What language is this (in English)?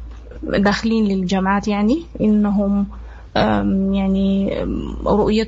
Sudanese Arabic